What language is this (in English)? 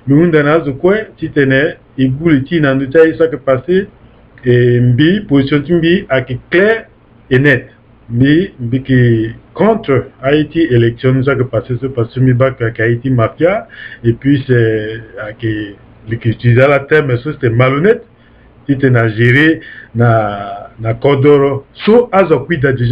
Sango